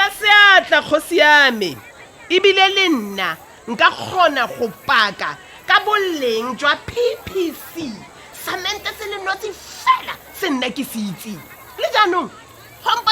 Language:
Tswana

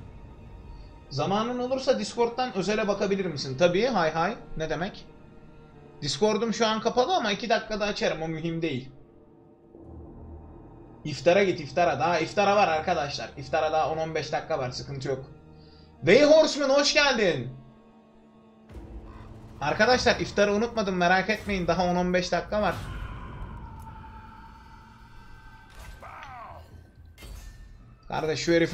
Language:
Turkish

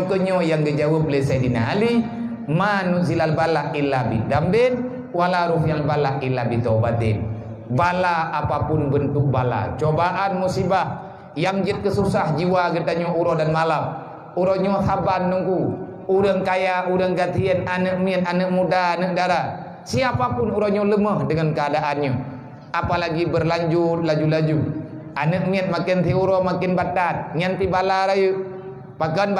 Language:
Achinese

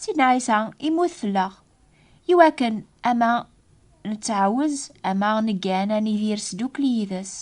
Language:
Kabyle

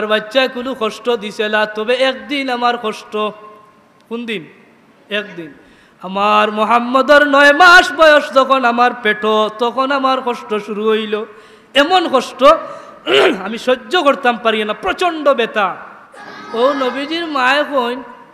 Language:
Sylheti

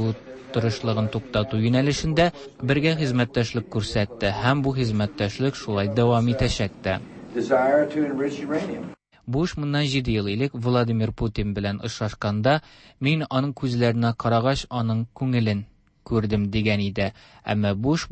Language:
Tatar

